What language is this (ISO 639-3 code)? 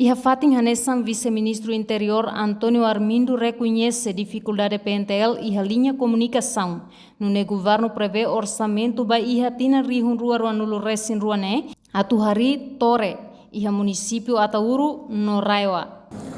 tet